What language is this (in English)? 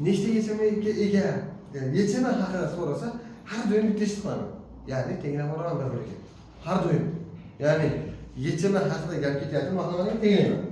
Uzbek